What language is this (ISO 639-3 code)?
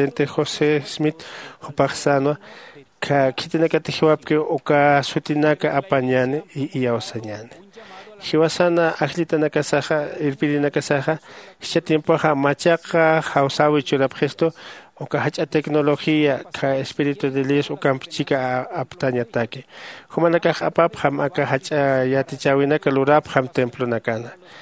aym